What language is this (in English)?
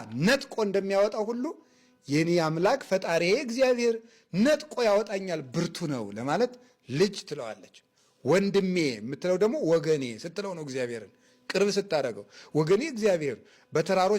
Amharic